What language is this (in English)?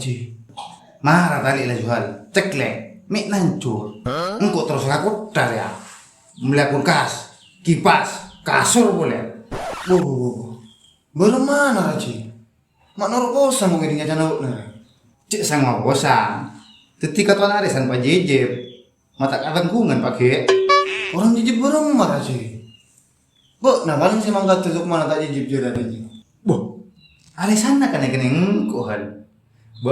Madurese